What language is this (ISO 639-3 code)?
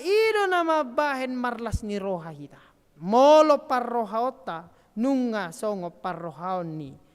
bbc